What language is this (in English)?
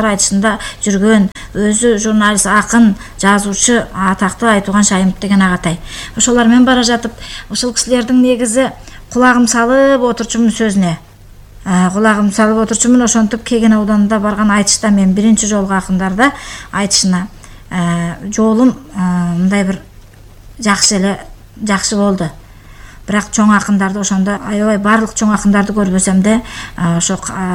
Kyrgyz